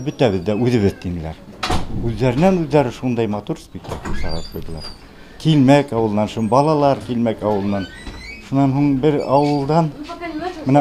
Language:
Bashkir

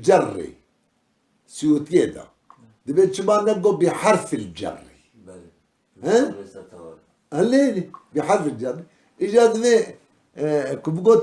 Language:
Kurdish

